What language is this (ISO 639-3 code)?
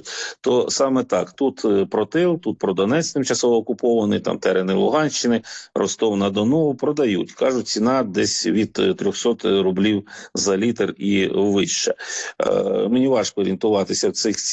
ukr